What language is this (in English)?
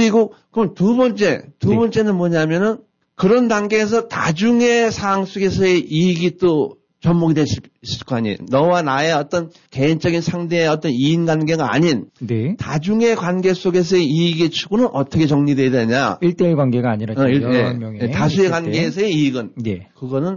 Korean